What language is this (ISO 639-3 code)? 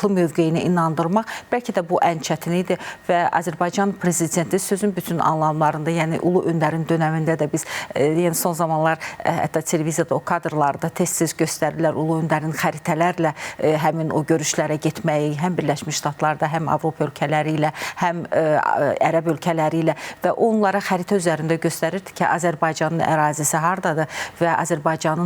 aze